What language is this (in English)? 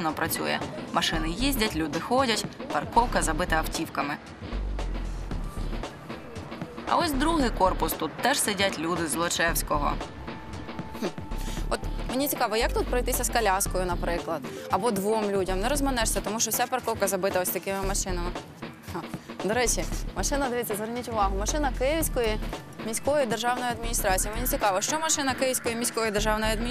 Ukrainian